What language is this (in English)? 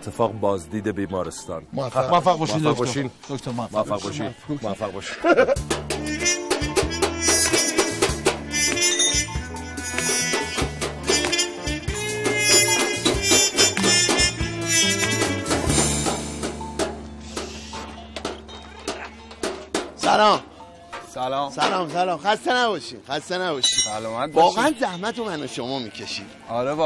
Persian